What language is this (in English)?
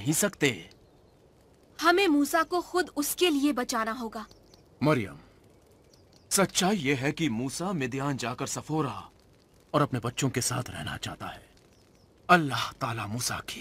Hindi